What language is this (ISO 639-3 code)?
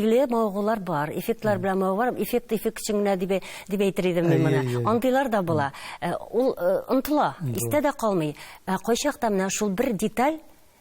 tat